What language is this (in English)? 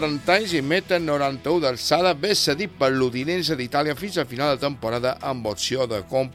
Catalan